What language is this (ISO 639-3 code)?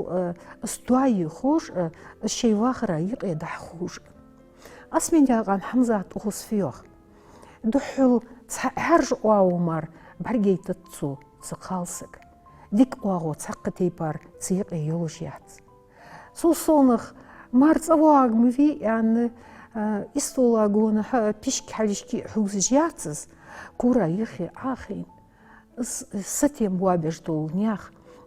inh